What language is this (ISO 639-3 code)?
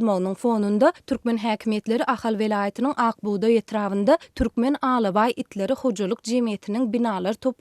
tuk